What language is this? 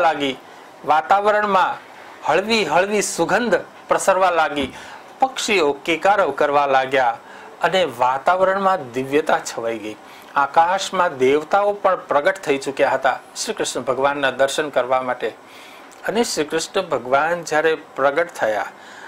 Gujarati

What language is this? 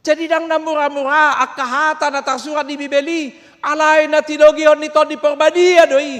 Batak Toba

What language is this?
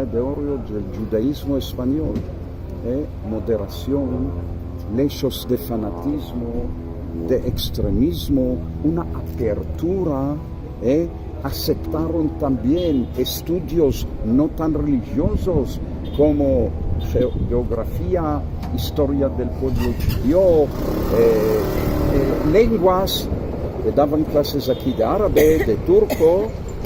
Ladino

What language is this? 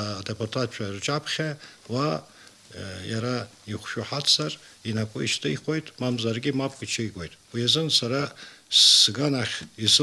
Abkhazian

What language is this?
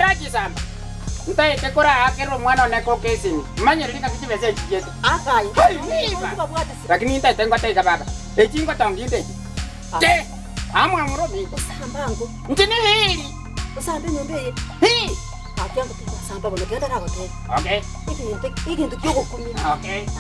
Gusii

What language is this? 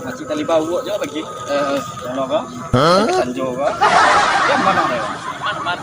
Minangkabau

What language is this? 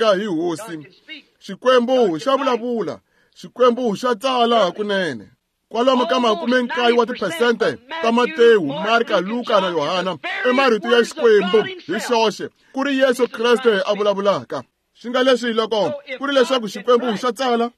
Tsonga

